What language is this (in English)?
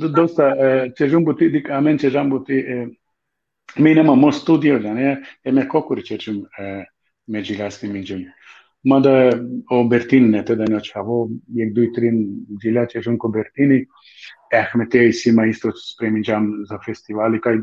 Balkan Romani